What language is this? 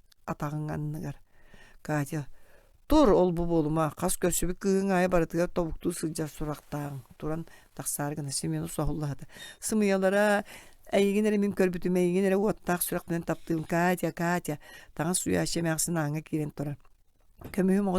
Yakut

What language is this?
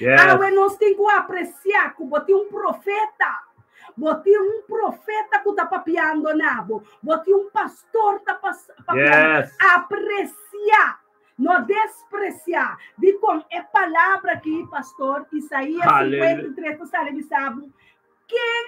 Papiamento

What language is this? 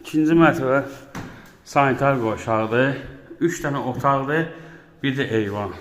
Azerbaijani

